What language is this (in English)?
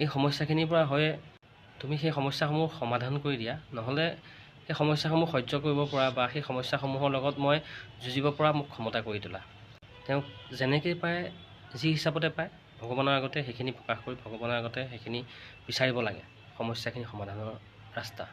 Assamese